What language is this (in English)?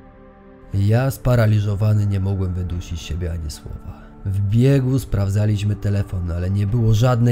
Polish